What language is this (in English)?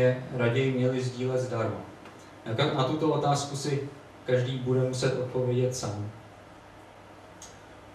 Czech